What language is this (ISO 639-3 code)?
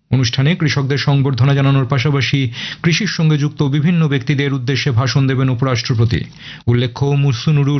ben